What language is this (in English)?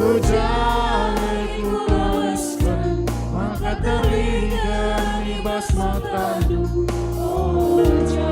Batak Karo